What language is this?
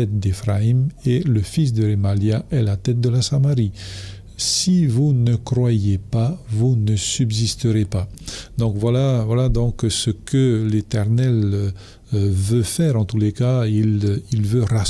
Tahitian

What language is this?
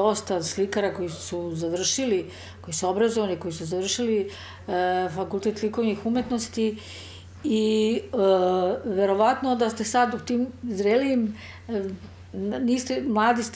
Serbian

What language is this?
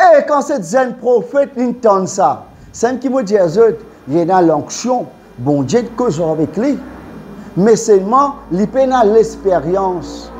Morisyen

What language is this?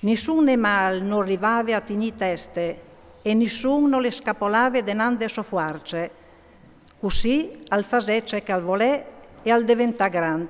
Friulian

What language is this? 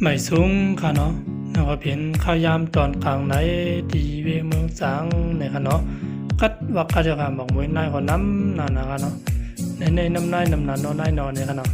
Shan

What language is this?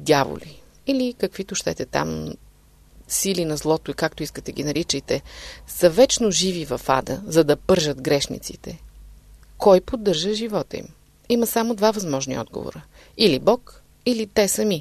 Bulgarian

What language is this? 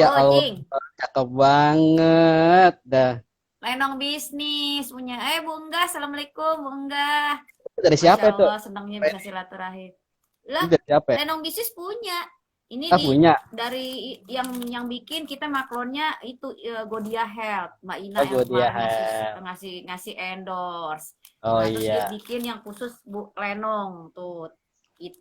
Betawi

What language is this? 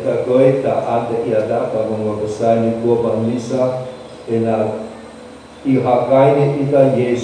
Nias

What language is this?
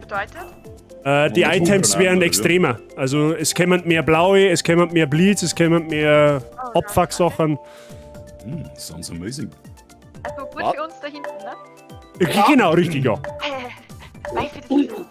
Bavarian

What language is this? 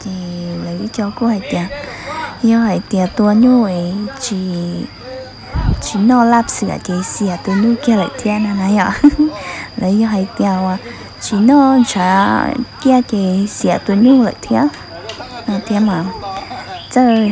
Hmong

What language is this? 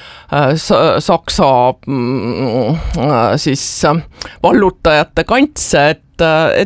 Estonian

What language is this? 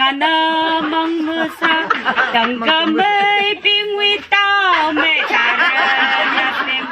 Tangkhul Naga (India)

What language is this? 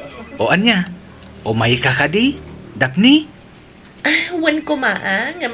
Iloko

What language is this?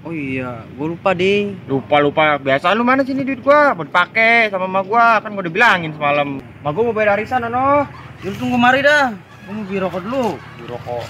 Betawi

